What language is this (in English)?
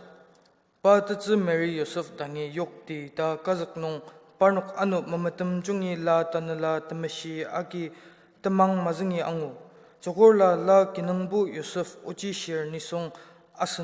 Ao Naga